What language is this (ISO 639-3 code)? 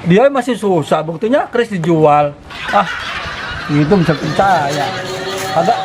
bew